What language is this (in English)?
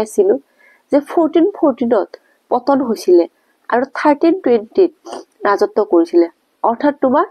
Assamese